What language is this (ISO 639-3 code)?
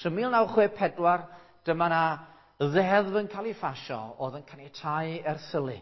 cym